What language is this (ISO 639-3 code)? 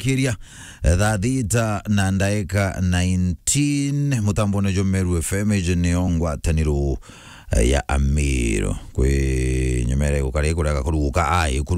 mer